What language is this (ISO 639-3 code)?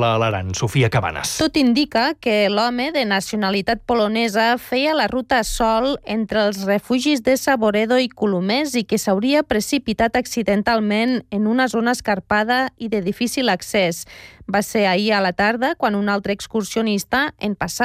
cat